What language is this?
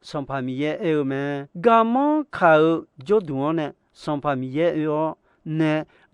Akha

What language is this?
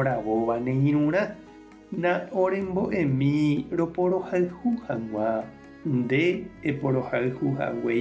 Guarani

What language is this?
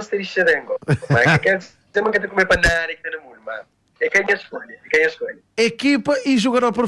Kabuverdianu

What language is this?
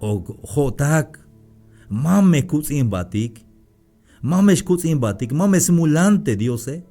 Tzeltal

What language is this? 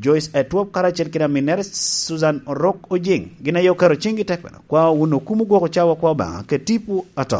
Lango (Uganda)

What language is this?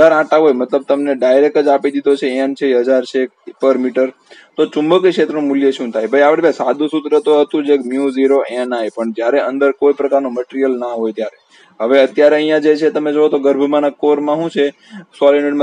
Gujarati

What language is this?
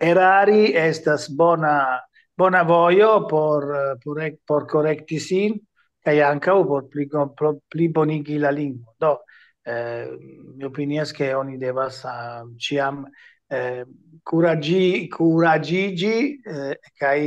Esperanto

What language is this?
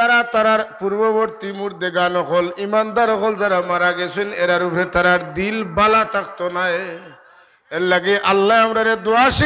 Sylheti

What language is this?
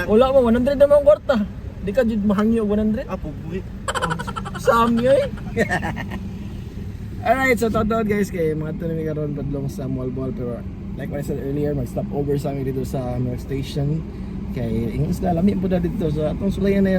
Cebuano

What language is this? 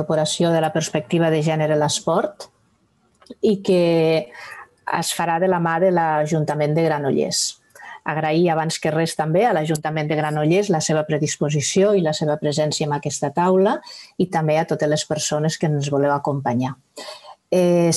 Catalan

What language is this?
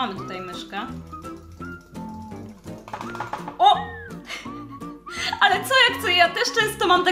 Polish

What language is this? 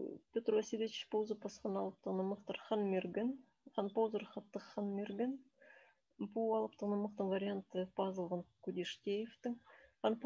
Khakas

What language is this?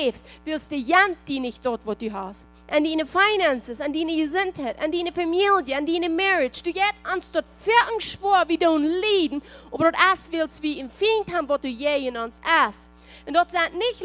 Plautdietsch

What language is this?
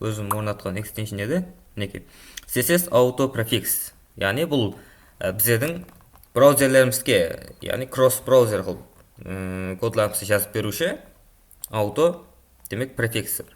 Kara-Kalpak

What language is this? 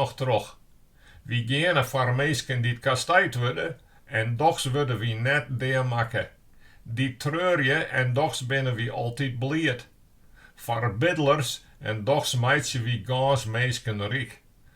Western Frisian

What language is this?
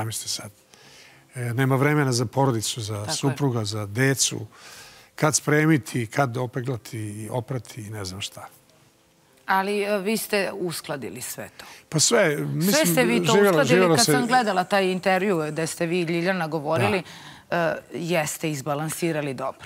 Serbian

